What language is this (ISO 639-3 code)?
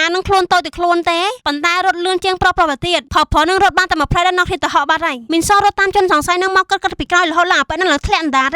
khm